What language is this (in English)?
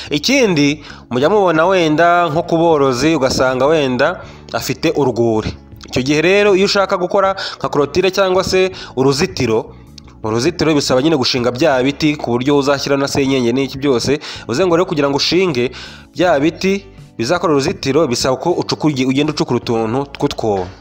Kinyarwanda